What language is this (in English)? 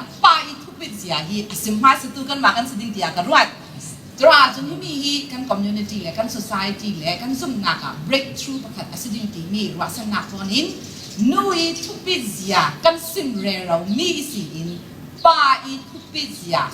Falam Chin